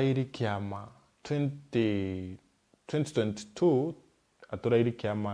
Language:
Meru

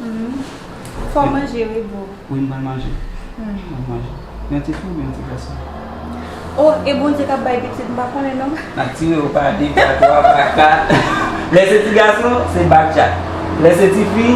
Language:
Haitian Creole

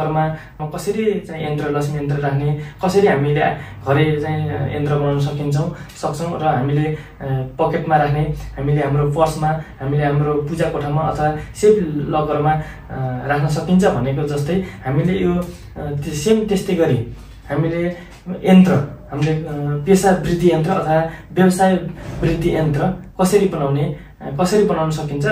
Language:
Nepali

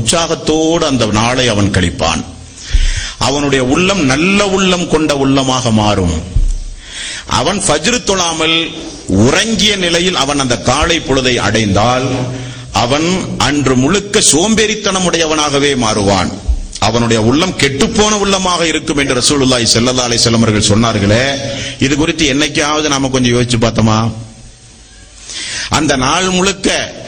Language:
Tamil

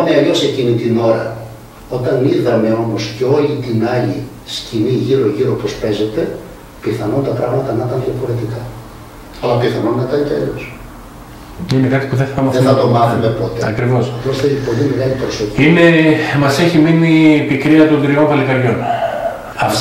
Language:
Greek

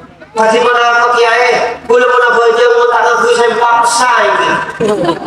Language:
Madurese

